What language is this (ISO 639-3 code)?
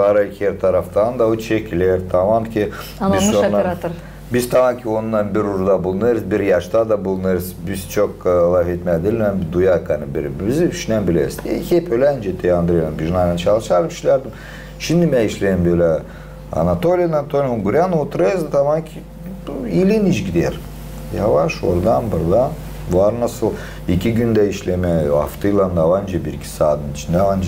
gag